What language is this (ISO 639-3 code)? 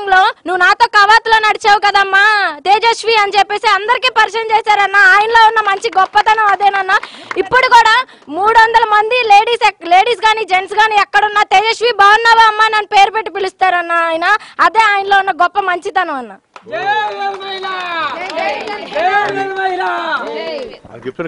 tel